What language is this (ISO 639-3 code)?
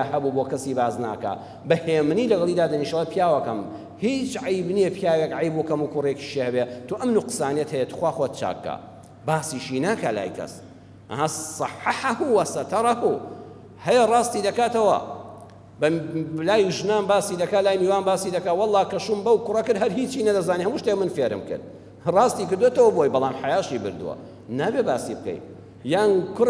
ckb